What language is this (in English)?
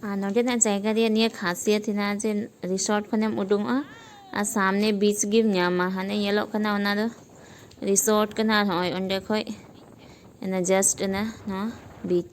Santali